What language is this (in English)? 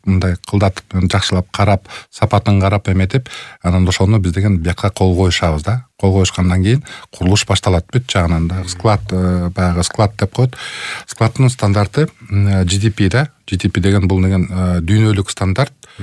Kyrgyz